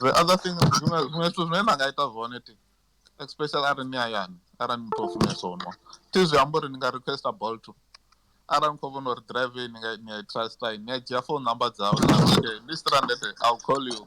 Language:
Venda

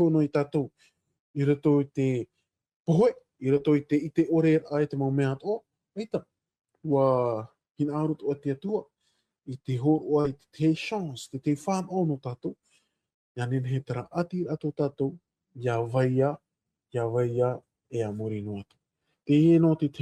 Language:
Tahitian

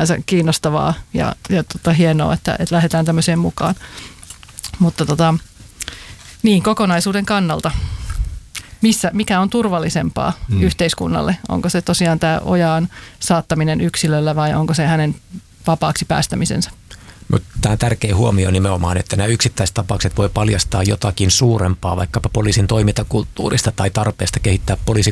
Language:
Finnish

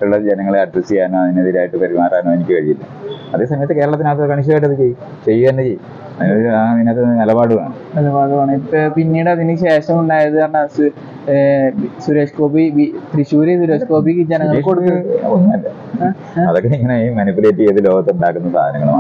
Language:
Malayalam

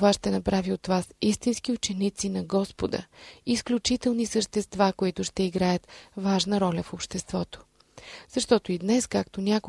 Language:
Bulgarian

